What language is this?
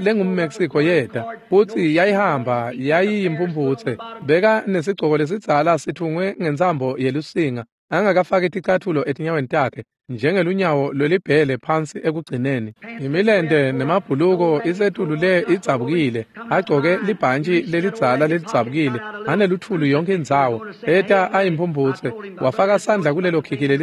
Swati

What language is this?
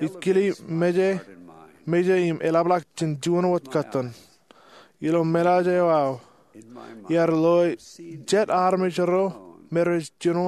Marshallese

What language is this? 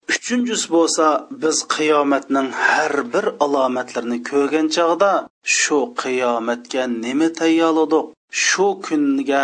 Uyghur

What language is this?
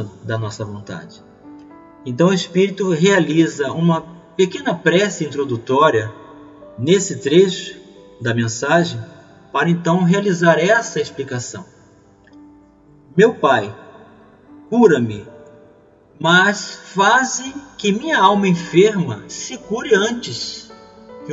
Portuguese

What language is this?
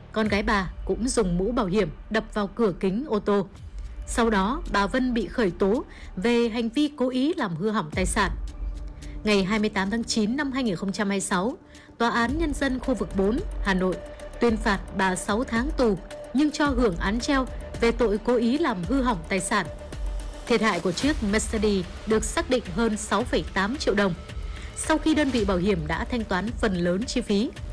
Vietnamese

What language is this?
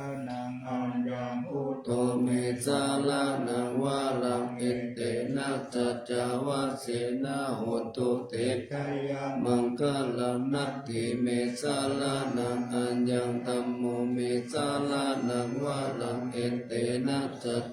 Pali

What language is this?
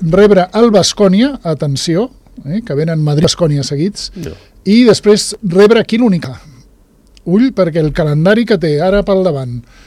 Catalan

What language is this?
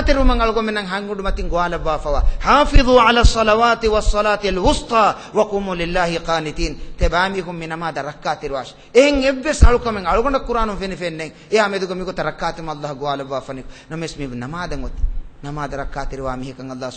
Divehi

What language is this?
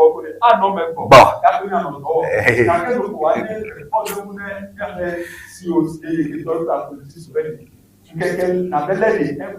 Ewe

